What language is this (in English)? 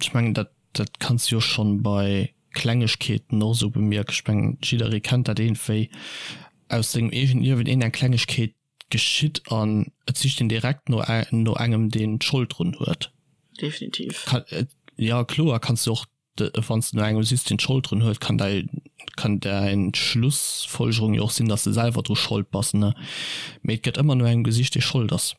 Luxembourgish